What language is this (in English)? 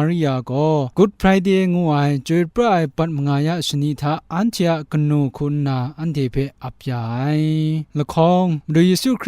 Kachin